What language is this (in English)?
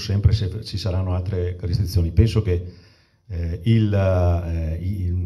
Italian